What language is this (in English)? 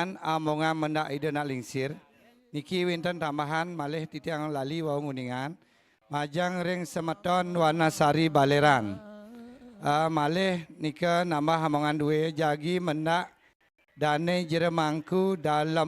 Balinese